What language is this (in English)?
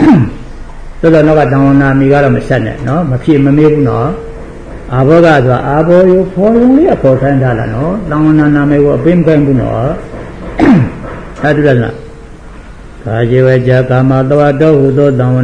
Burmese